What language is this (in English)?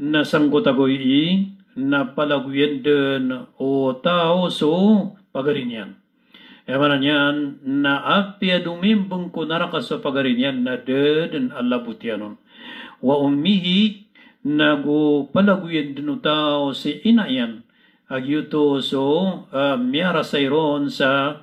Maranao